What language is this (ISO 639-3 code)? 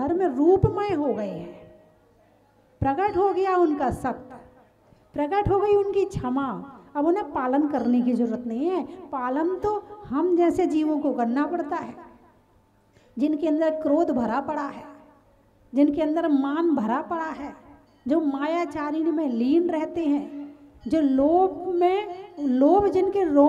hin